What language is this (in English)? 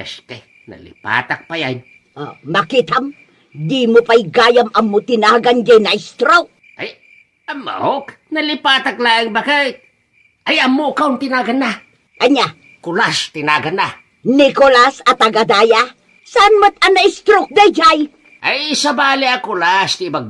Iloko